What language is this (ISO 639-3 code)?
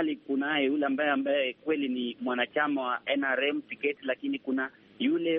swa